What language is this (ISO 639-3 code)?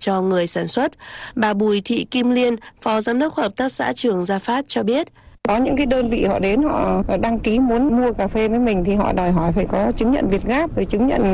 vie